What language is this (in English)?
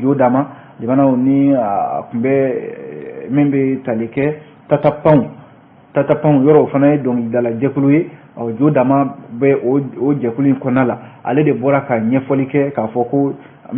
Bambara